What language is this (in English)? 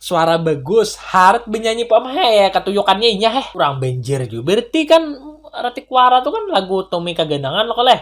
Banjar